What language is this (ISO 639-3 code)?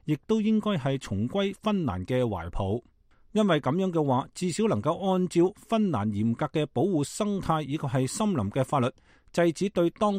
yue